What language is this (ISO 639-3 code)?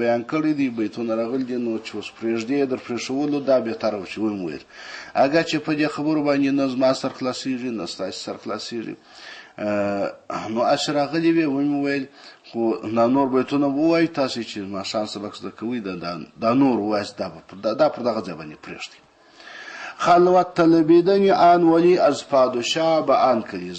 pus